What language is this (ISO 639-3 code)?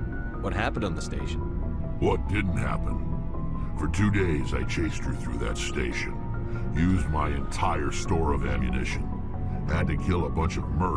eng